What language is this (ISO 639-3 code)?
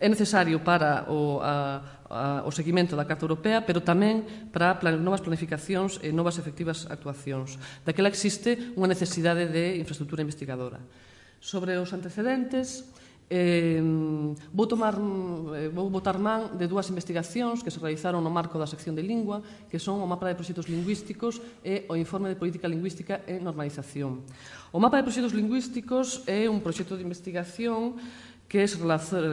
glg